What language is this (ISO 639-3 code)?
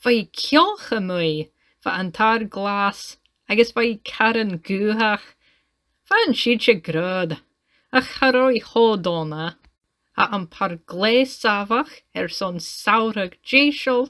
gla